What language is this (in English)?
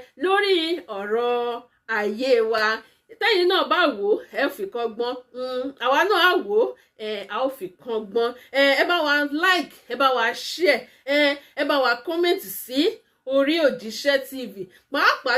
Yoruba